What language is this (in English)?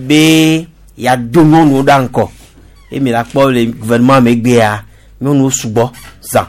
Gen